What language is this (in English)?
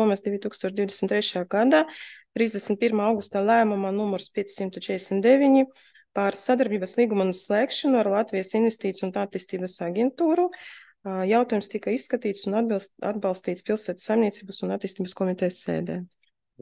Latvian